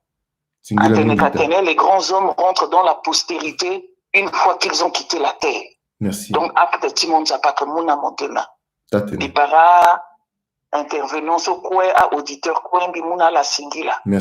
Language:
Sango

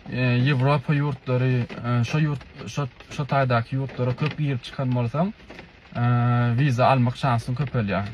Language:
Turkmen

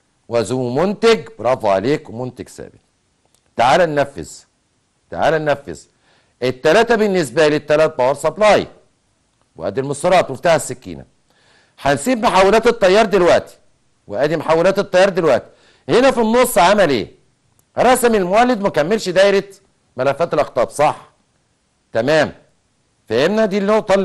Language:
Egyptian Arabic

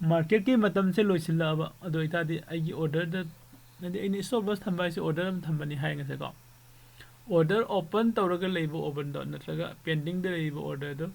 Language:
Manipuri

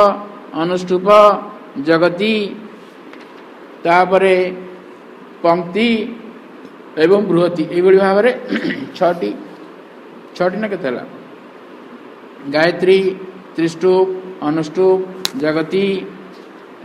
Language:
Odia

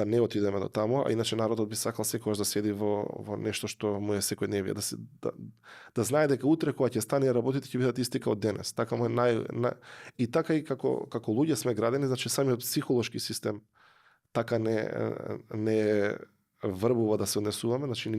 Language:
Macedonian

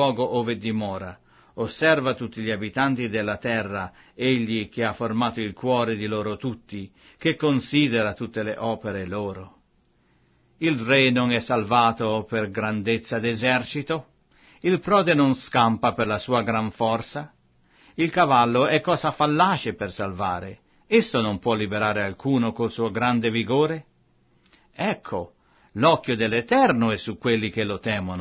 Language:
Italian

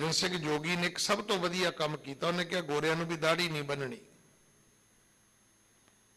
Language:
Punjabi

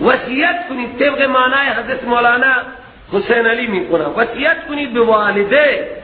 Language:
Persian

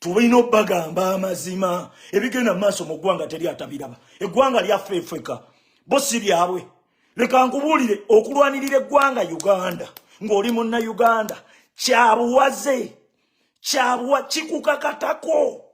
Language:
Ganda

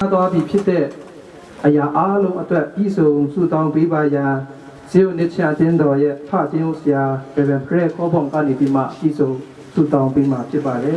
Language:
Kachin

